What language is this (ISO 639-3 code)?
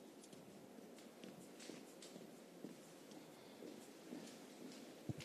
hun